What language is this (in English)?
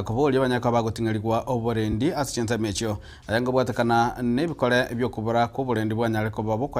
Gusii